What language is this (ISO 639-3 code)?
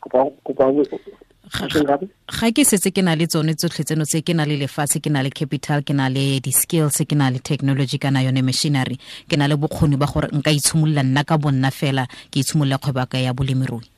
tsn